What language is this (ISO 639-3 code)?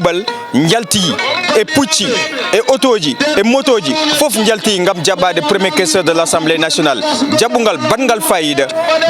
ful